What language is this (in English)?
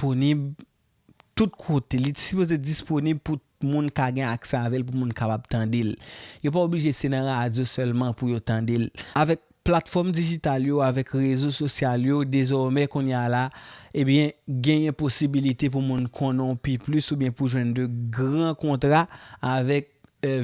Haitian Creole